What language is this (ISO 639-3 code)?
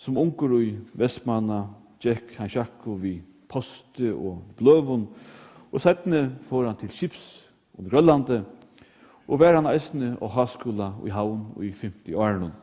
fao